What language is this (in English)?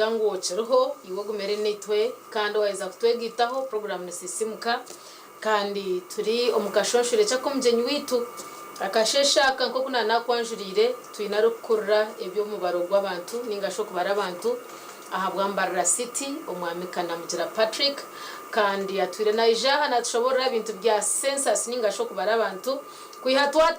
Nyankole